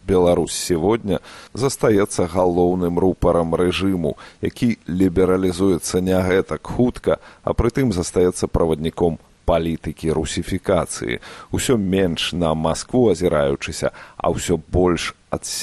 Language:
Belarusian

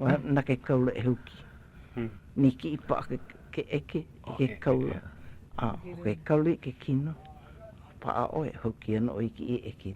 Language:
Hawaiian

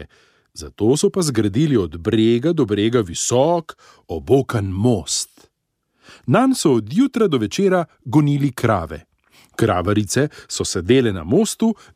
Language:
Slovenian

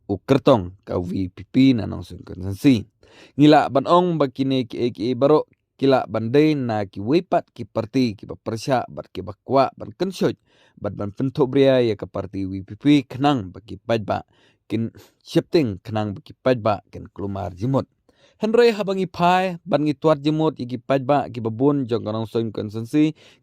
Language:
Khasi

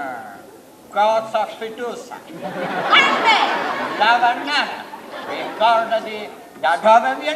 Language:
Sicilian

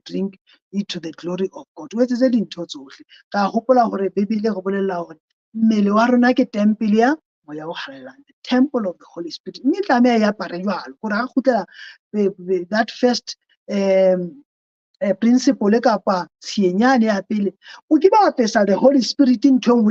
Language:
Southern Sotho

